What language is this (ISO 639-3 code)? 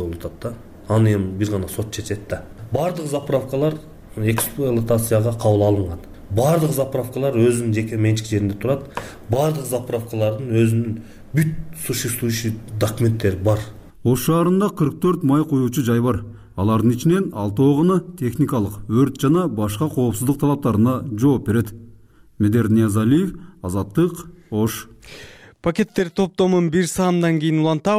kir